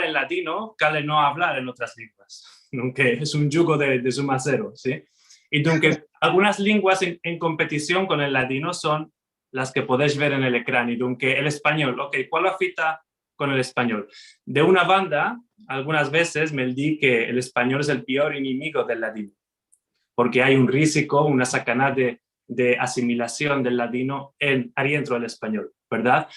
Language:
Ladino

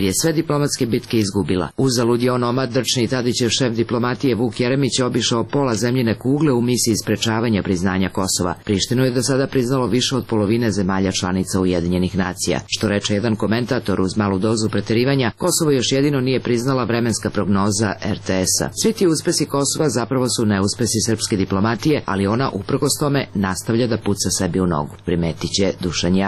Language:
Serbian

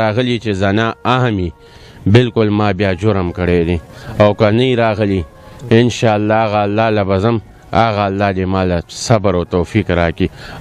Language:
Pashto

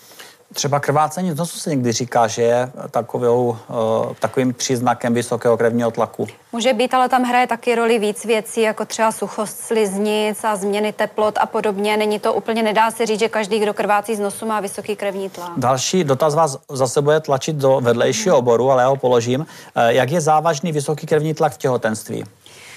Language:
Czech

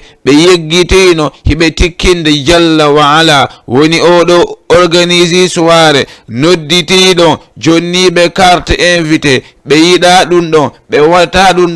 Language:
Fula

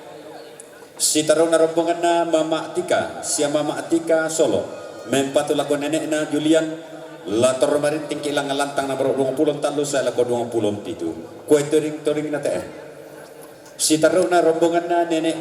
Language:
Toraja-Sa'dan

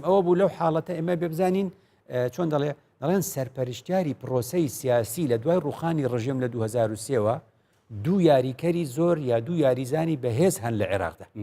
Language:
Central Kurdish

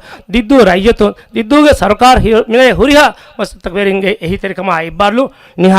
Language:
Divehi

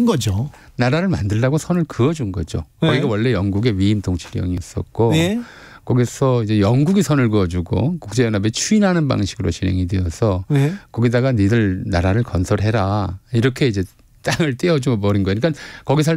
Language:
Korean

